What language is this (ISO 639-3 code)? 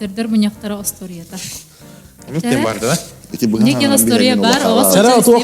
sah